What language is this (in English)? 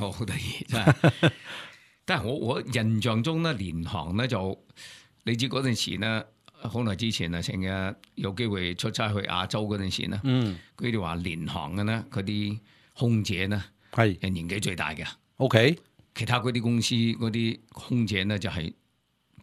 Cantonese